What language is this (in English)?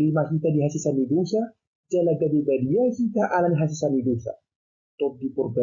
Batak Toba